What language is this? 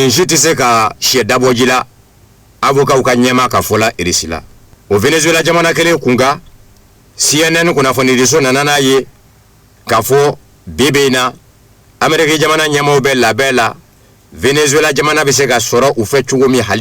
Bambara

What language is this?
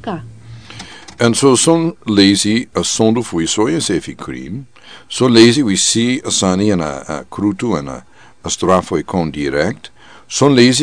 Sranan Tongo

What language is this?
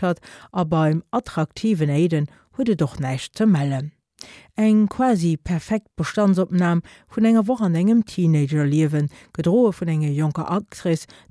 Luxembourgish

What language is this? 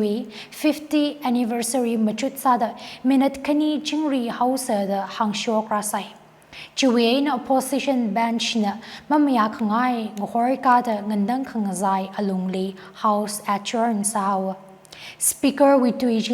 Tangkhul Naga (India)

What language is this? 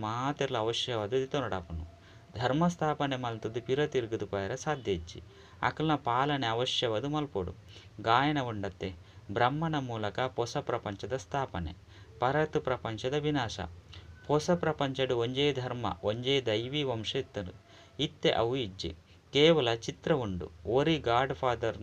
Tulu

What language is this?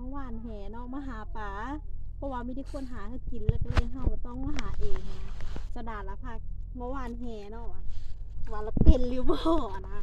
Lao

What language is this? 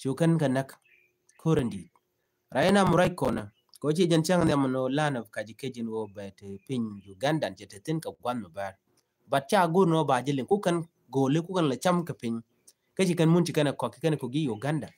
Nuer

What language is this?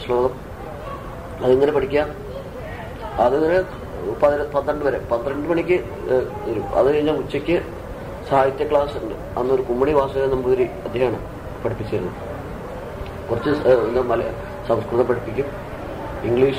Malayalam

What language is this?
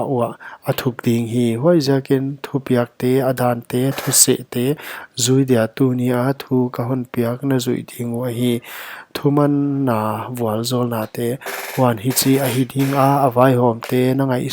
Paite Chin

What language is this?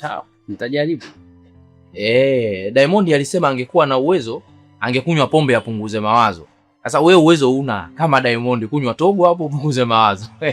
Swahili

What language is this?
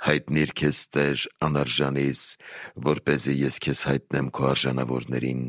Armenian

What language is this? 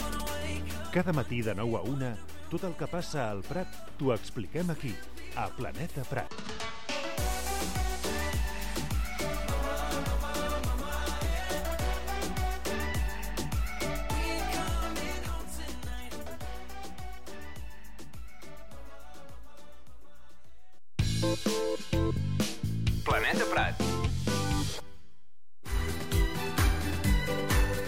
Catalan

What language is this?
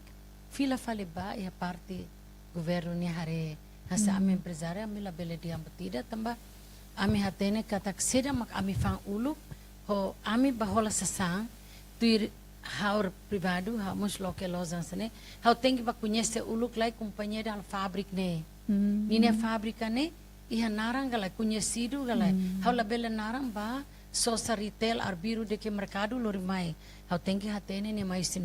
Tetum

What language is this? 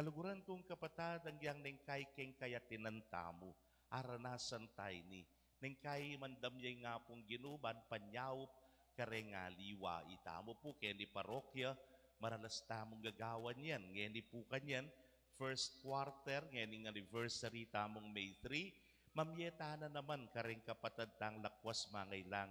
Pampanga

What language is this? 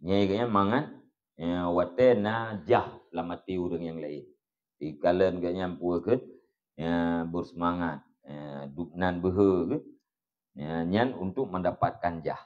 Achinese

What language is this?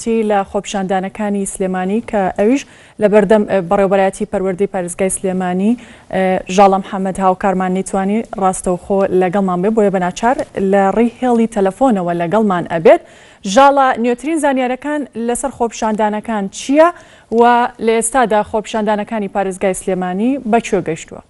Central Kurdish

